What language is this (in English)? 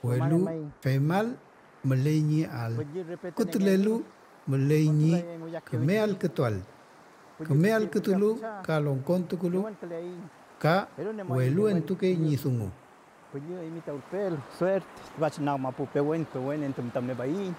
Mapuche